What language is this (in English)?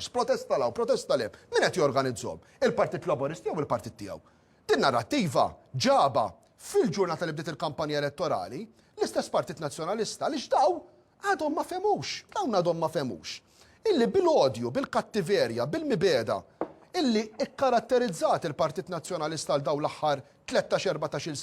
Maltese